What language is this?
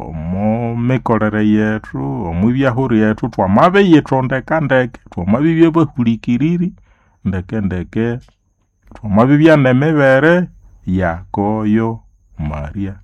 Nande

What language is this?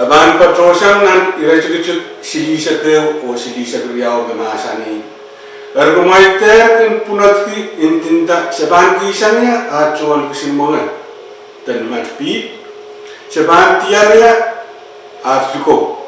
Pohnpeian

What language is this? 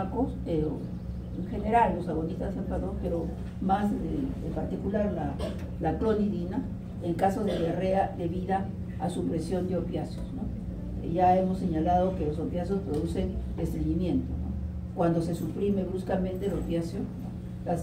Spanish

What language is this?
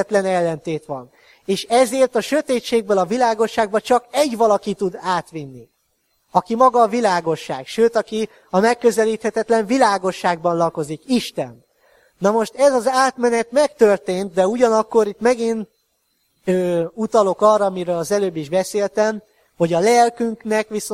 Hungarian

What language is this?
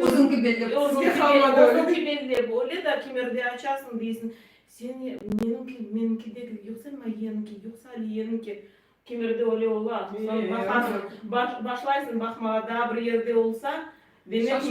Crimean Tatar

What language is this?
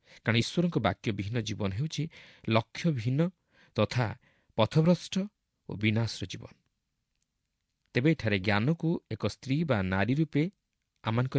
Odia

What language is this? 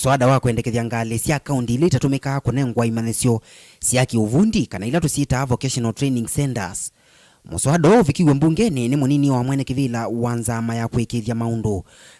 Kamba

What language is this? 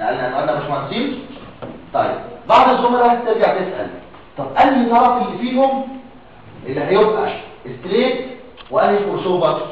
Egyptian Arabic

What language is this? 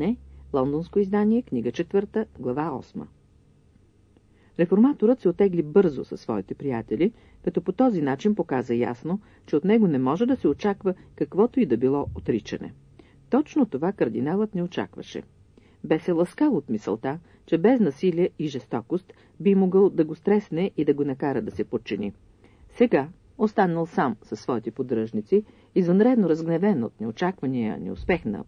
Bulgarian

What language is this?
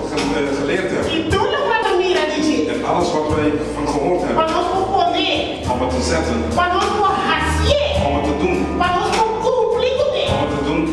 Papiamento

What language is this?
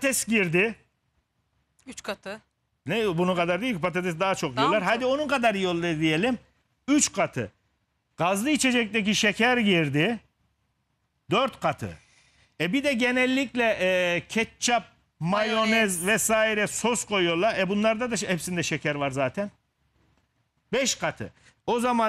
Turkish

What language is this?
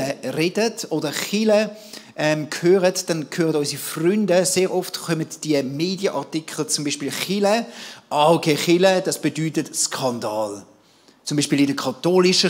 Swiss German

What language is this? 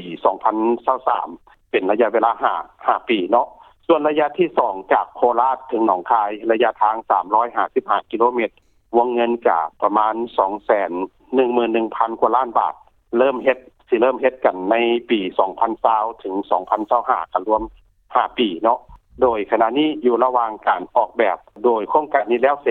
Lao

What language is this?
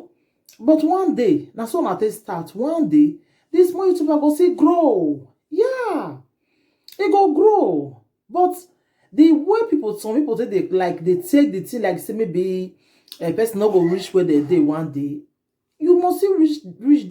Nigerian Pidgin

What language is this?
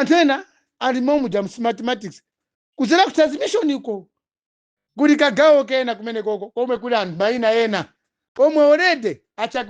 Nyanja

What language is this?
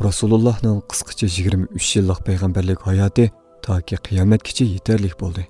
Uyghur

